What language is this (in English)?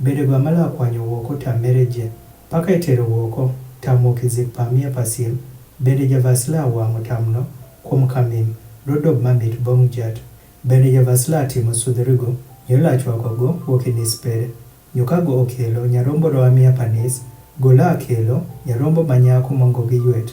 Adhola